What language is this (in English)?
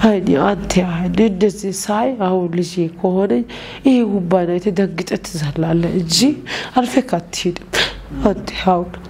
Amharic